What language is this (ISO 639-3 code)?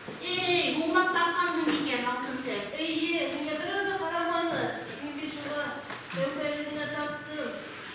bak